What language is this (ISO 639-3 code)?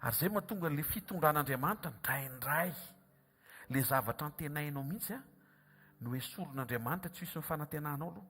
mlg